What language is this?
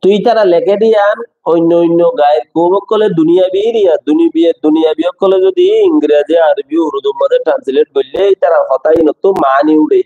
Rohingya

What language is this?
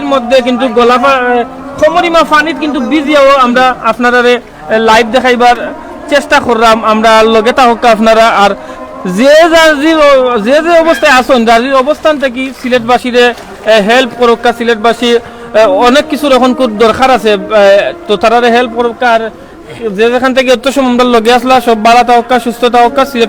Sylheti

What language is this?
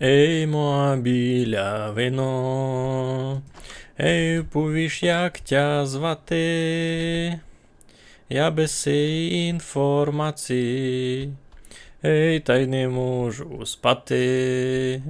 Rusyn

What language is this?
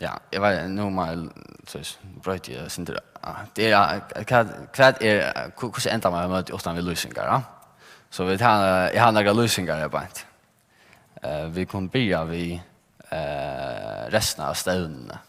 Faroese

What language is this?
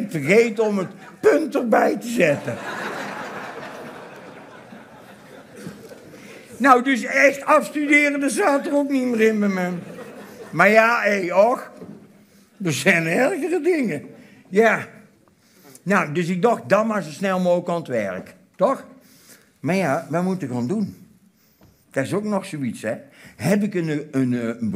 Dutch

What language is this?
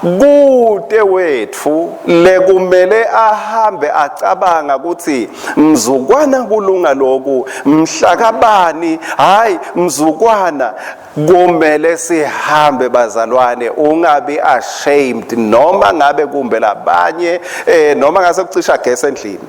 Swati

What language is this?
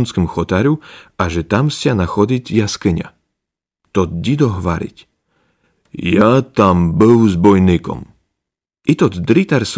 Rusyn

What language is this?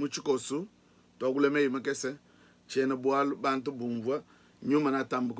Luba-Lulua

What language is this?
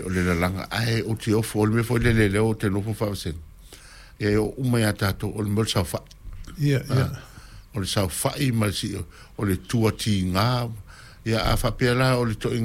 Samoan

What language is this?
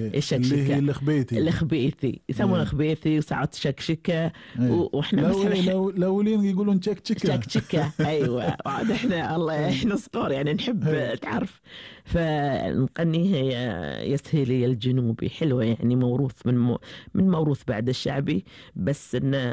Gulf Arabic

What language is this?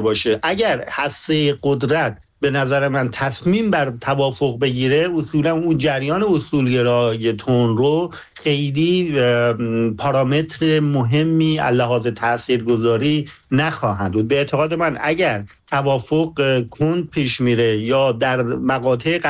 Persian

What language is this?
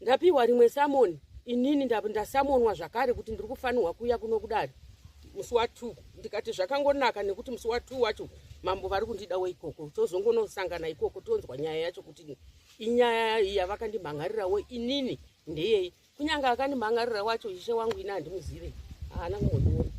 Shona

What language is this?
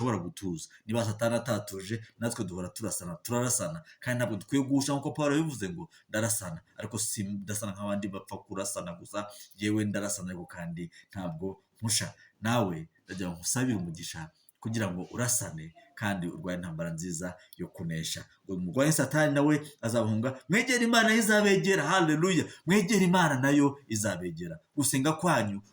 Kinyarwanda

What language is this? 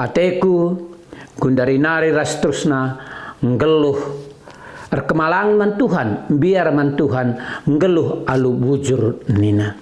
Batak Karo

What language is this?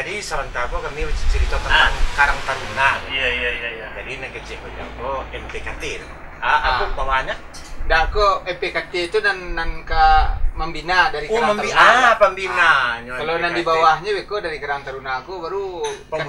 Minangkabau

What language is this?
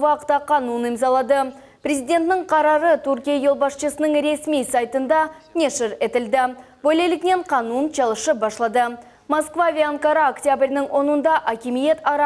Crimean Tatar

